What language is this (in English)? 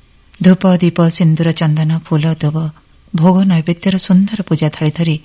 Odia